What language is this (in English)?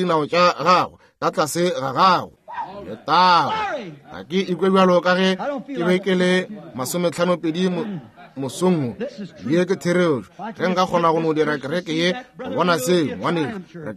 Northern Sotho